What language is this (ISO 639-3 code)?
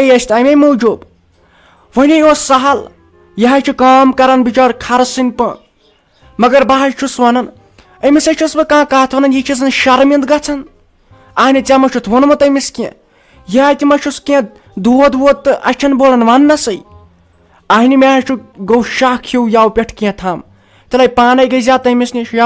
kas